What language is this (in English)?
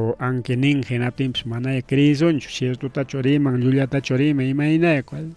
Ayacucho Quechua